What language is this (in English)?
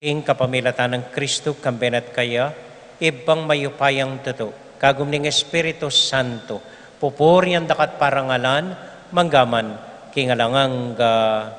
Pampanga